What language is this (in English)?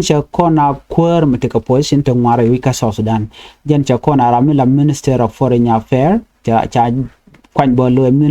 Nuer